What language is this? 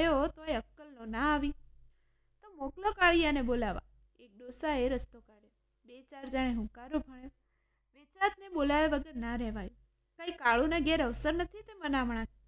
Gujarati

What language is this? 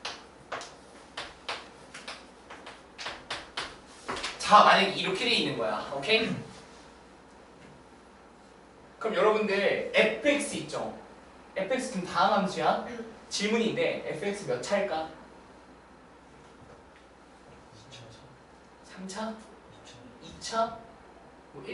Korean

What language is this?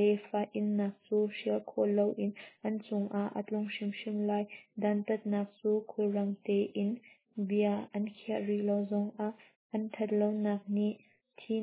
Hakha Chin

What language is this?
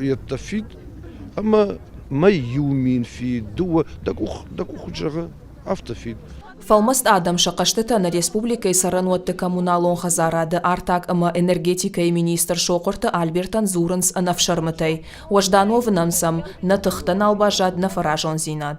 Ossetic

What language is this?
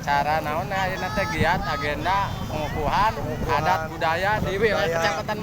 Sundanese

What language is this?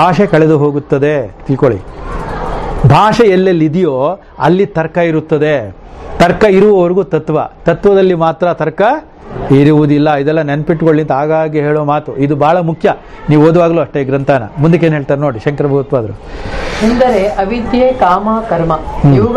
Kannada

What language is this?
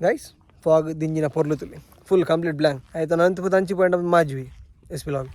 Tulu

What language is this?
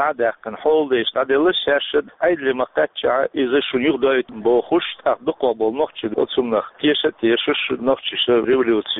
Chechen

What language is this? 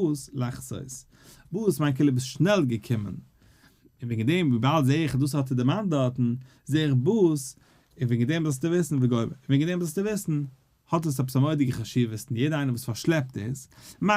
Yiddish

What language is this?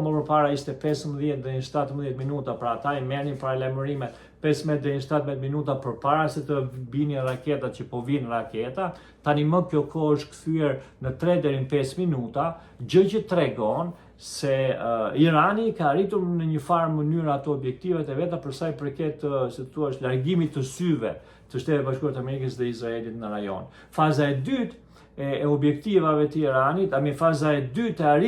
Albanian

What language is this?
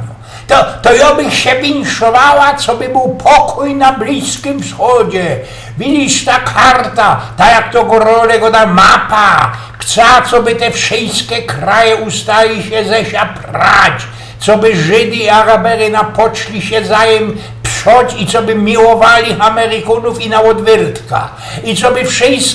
Silesian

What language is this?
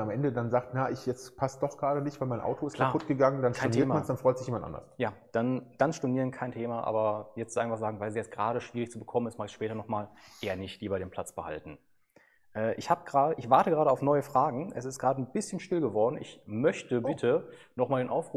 German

